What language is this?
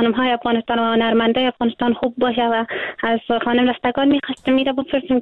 Persian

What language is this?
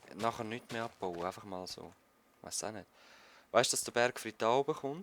Swiss German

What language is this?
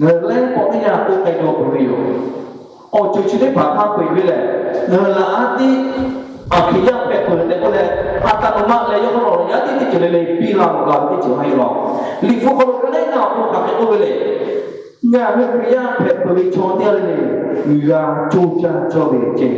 Lahu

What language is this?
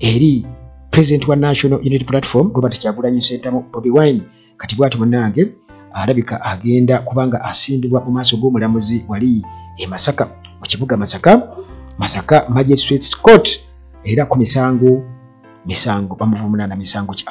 Ganda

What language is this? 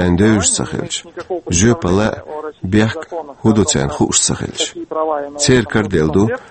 Chechen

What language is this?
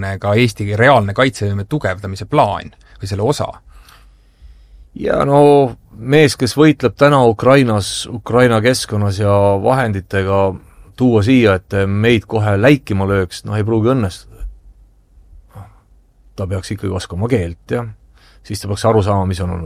Estonian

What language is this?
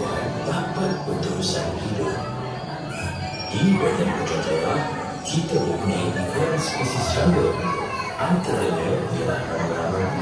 Malay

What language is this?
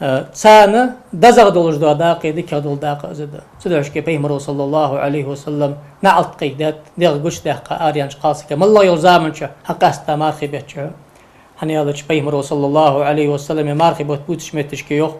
Ingush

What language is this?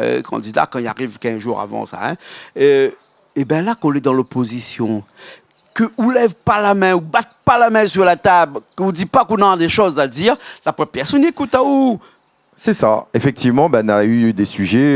Réunion Creole French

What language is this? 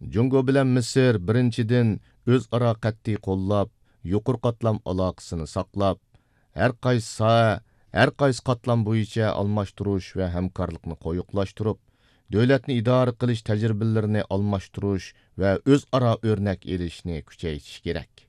Uyghur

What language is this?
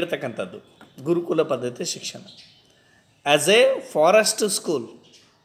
Kannada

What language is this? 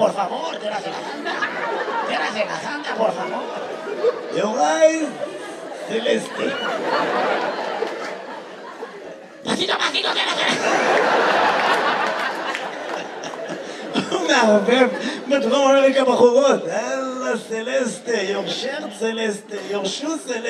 Hebrew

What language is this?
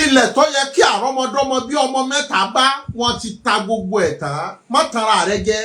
Yoruba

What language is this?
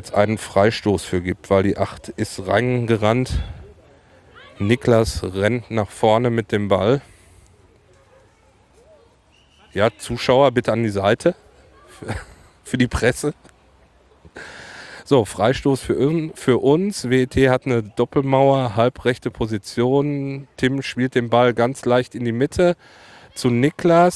German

